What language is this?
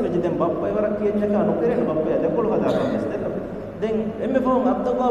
Divehi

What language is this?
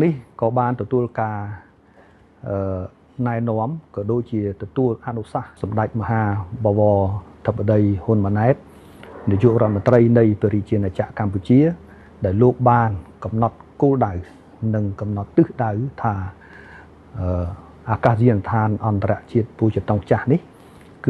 Khmer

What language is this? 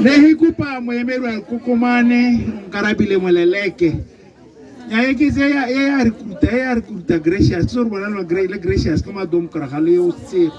Tswana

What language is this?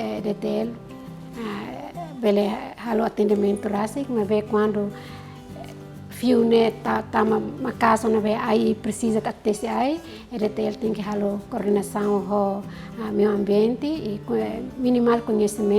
Tetum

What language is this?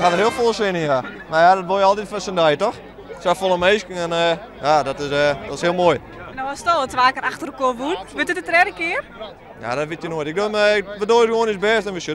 Western Frisian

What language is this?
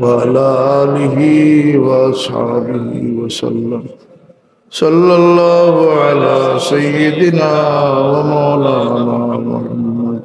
Sylheti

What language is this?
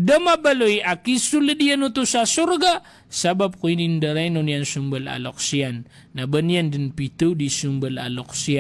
Maranao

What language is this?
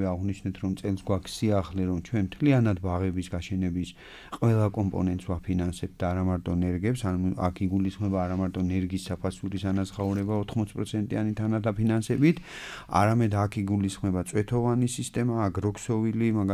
Georgian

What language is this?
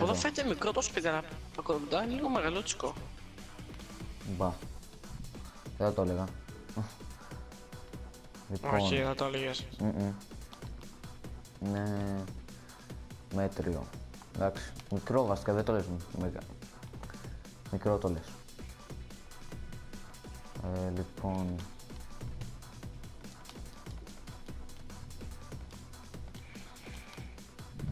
Greek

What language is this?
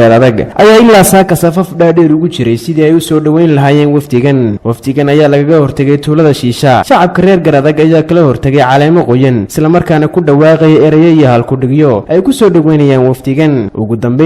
Somali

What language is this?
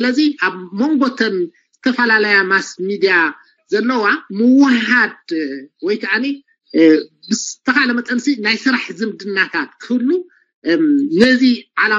Tigrinya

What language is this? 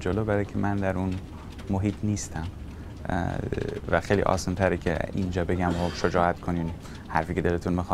Persian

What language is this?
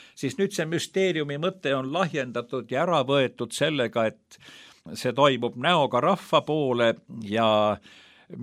Estonian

